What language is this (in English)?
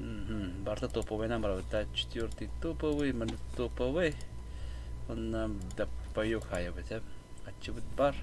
Yakut